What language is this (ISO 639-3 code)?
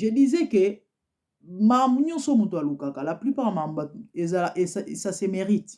lin